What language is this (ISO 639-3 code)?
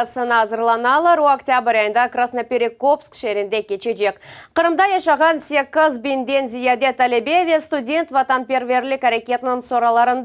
crh